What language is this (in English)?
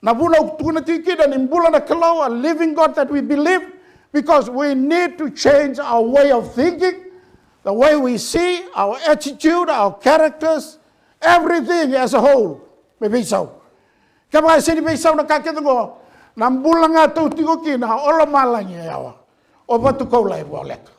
Fijian